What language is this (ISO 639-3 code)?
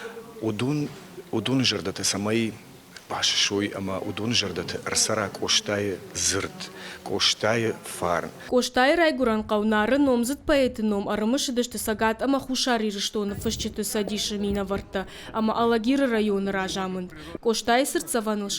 oss